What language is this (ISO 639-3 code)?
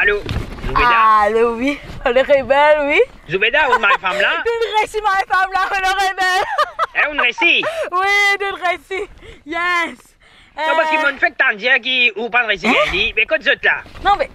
mfe